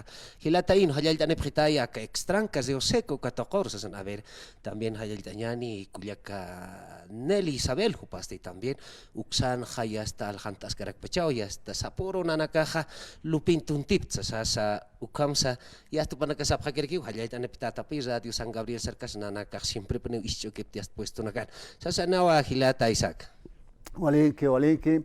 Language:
Aymara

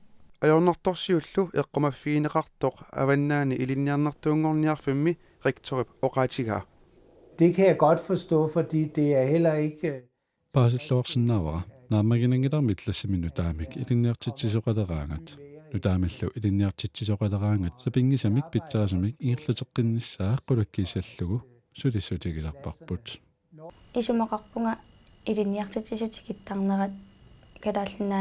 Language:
Kalaallisut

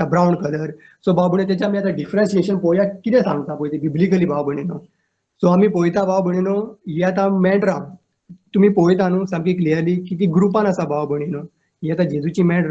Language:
Konkani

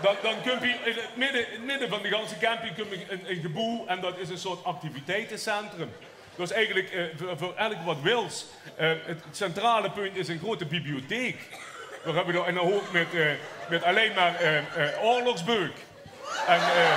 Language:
Limburgish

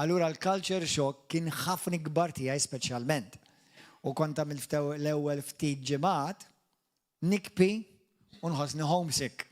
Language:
Maltese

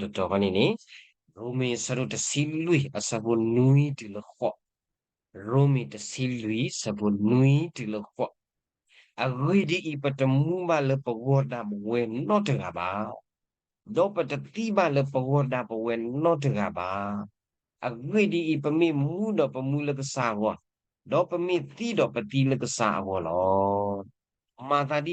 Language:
S'gaw Karen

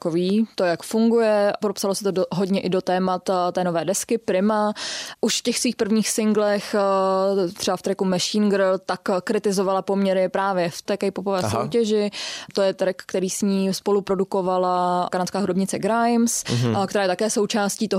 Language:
Czech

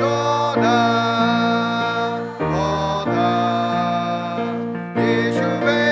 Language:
Lahu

